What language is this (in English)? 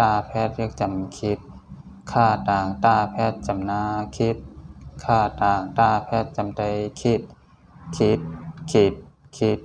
Shan